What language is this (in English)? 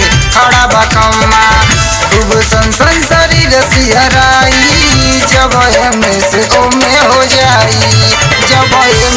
Bhojpuri